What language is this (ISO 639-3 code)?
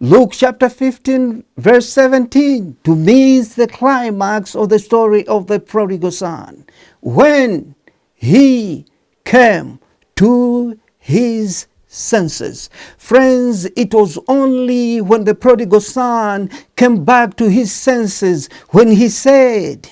eng